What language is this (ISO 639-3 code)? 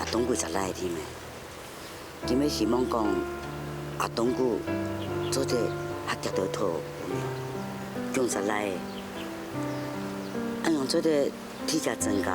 hak